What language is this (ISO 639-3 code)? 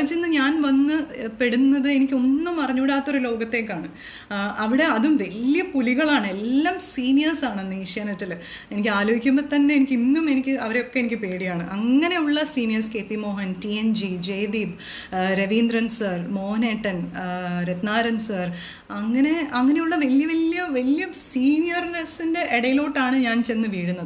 mal